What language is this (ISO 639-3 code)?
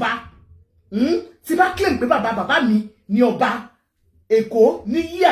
yor